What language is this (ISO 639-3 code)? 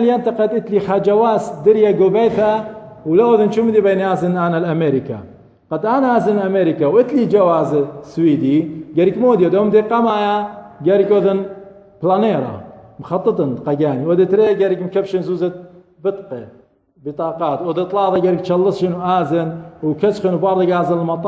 aii